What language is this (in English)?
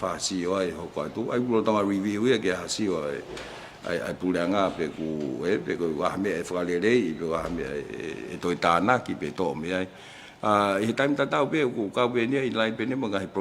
Tongan